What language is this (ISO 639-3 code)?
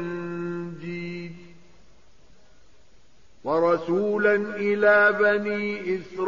ara